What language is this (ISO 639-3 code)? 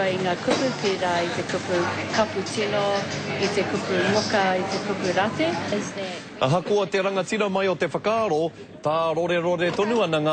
mri